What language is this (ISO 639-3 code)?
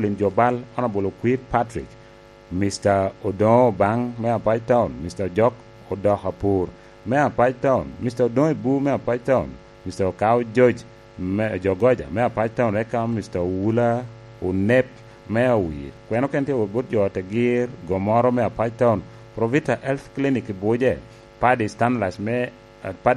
laj